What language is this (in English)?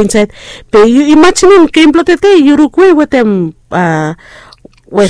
Bislama